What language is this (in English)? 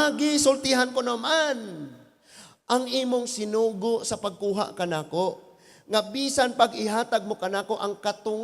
Cebuano